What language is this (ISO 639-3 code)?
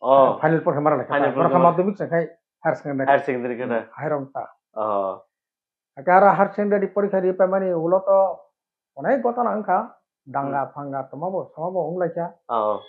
trp